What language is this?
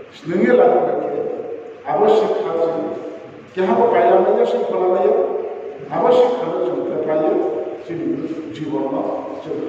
Riang (India)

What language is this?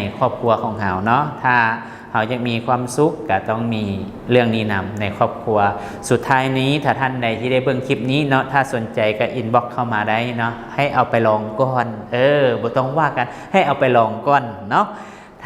Lao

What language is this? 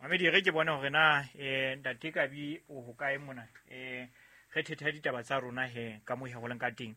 Southern Sotho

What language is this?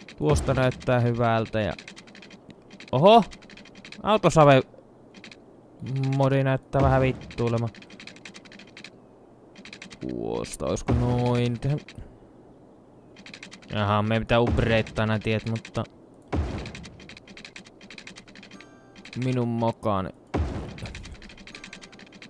Finnish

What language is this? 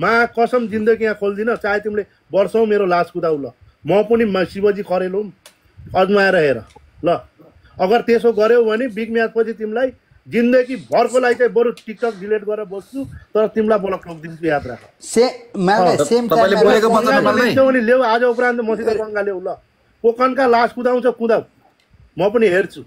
Nepali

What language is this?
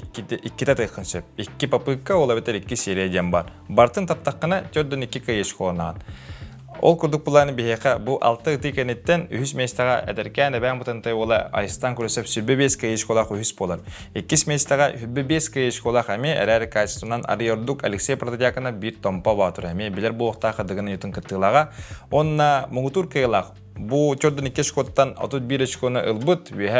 Yakut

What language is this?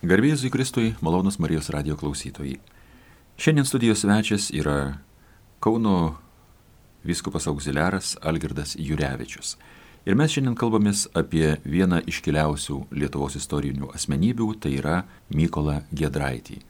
Lithuanian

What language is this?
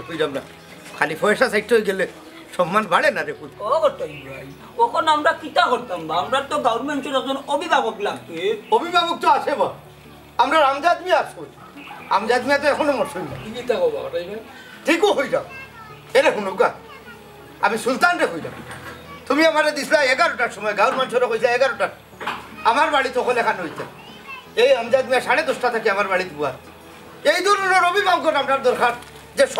Sylheti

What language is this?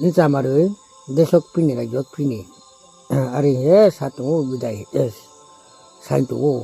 Riang (India)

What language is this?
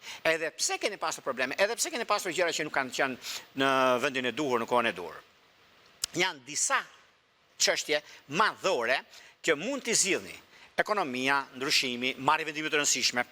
Albanian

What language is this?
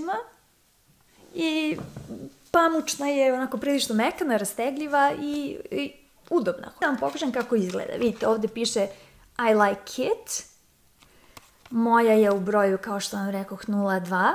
Serbian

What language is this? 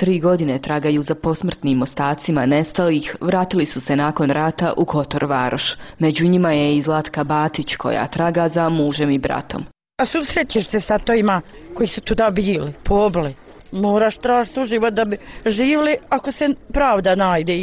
Bosnian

